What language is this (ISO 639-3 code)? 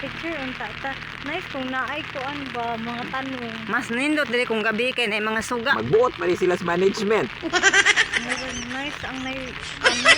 ceb